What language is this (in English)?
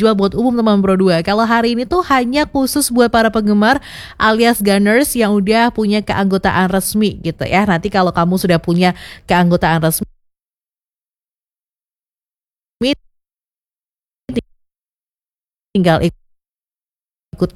Indonesian